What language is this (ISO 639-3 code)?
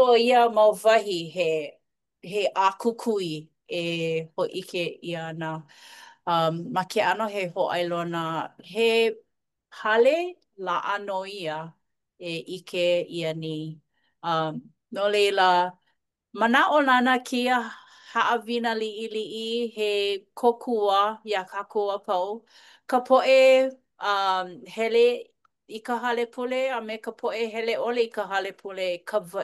haw